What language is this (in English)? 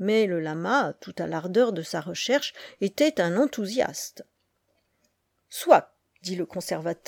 French